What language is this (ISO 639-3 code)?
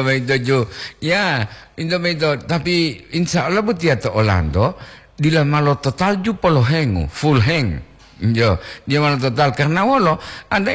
gor